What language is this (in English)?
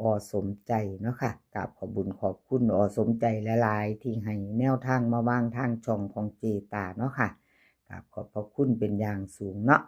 Northeastern Thai